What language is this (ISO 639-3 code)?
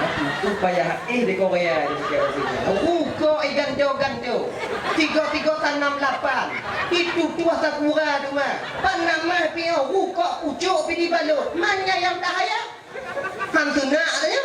ace